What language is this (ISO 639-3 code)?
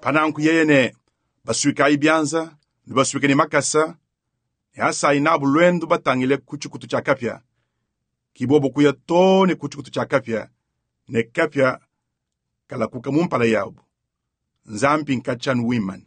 lua